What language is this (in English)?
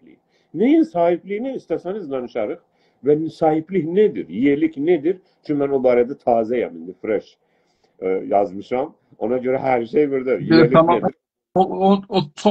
South Azerbaijani